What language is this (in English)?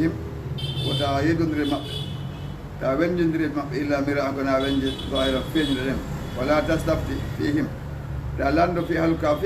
Fula